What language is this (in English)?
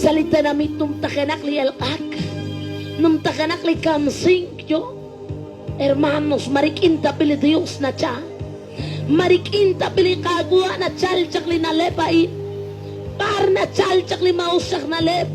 Kekchí